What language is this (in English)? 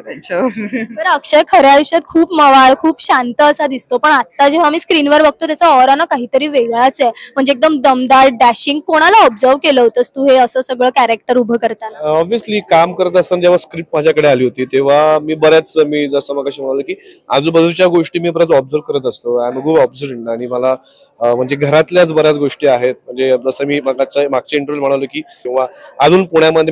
Marathi